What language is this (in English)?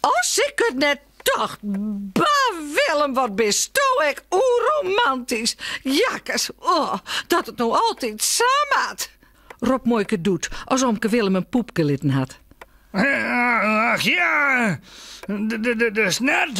Western Frisian